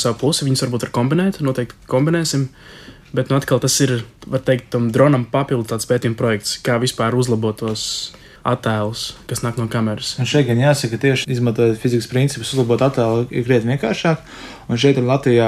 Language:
Latvian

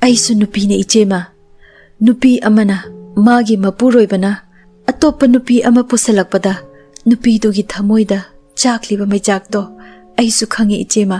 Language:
Manipuri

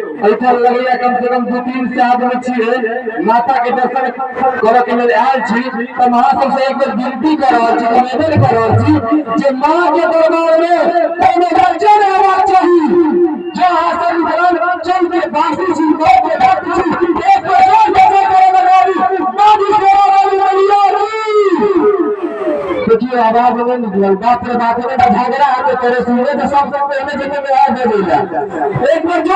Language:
Maithili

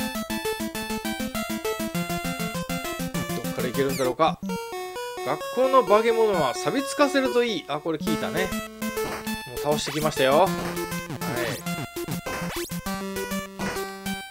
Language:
Japanese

